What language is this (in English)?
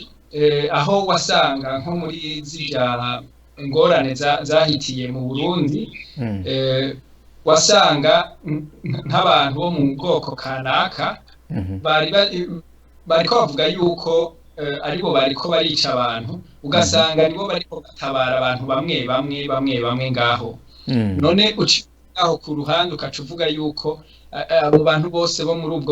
Rundi